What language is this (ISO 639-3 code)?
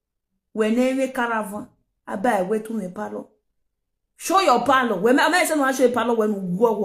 pcm